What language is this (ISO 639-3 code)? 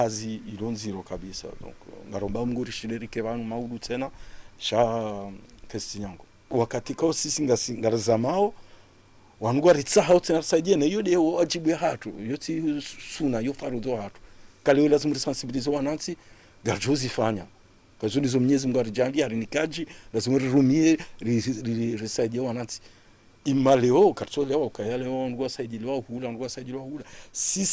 zdj